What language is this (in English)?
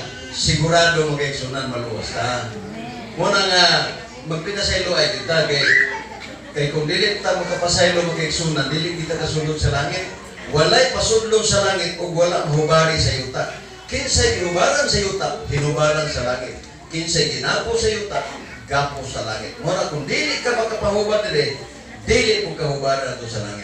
Cebuano